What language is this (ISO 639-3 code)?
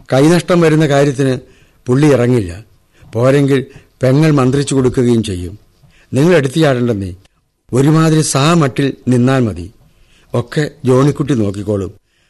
mal